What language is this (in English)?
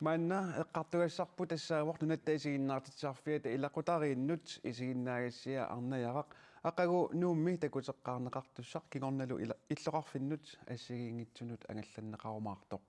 Kalaallisut